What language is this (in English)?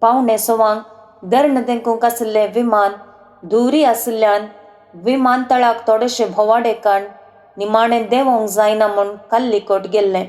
Konkani